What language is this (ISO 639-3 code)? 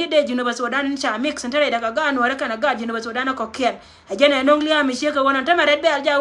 nus